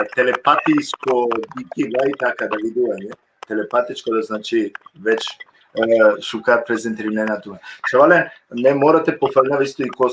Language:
Balkan Romani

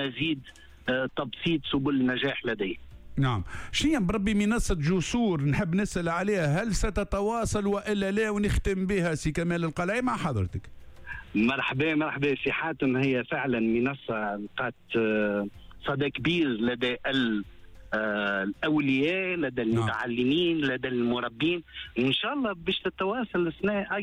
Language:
Tunisian Arabic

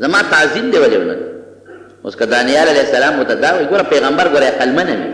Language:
Pashto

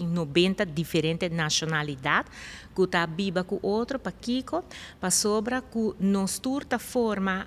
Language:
Papiamento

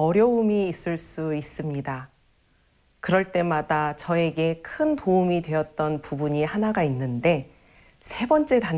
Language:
Korean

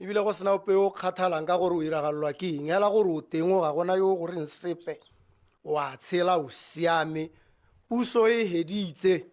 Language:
Tswana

